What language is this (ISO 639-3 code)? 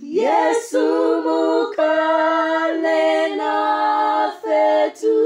nya